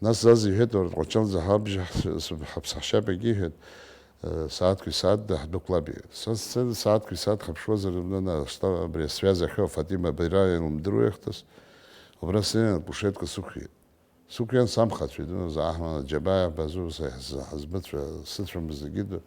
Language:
Abkhazian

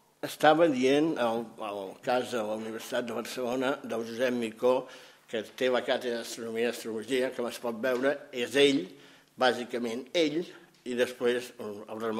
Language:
Catalan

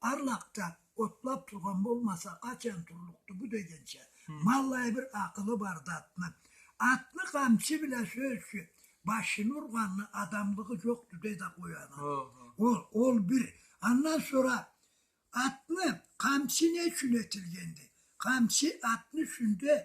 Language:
Karachay-Balkar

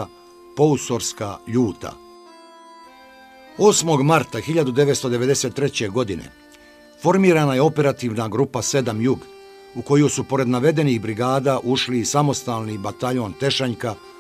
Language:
Bosnian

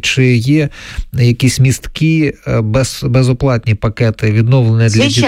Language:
Ukrainian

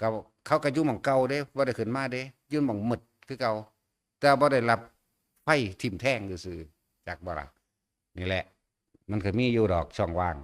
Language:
Northeastern Thai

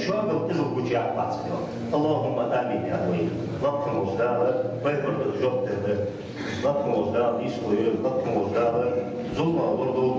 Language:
Ingush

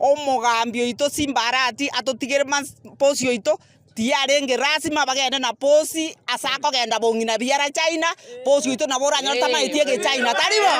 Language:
Gusii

